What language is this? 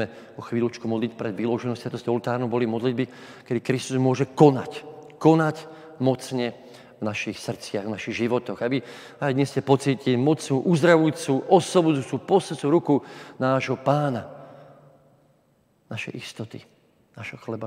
Slovak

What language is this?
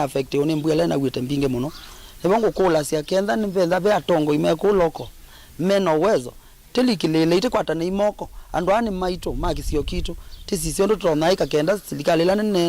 Kamba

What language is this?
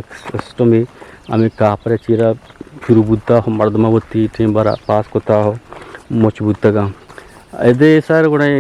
Eastern Balochi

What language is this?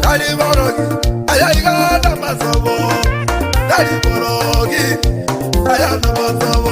Gusii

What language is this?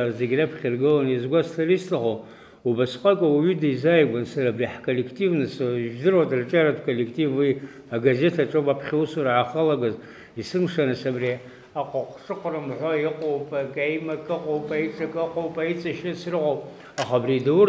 Abkhazian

